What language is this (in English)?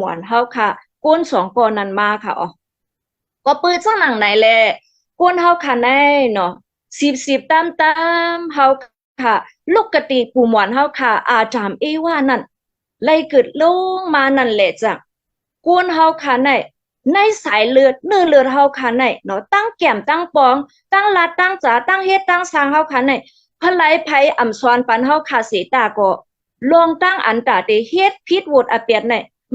Shan